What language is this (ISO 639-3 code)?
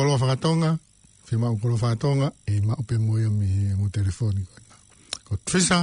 ton